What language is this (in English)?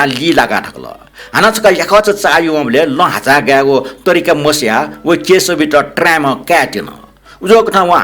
Newari